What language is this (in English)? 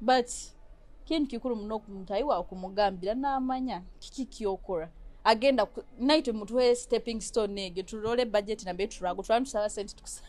Nyoro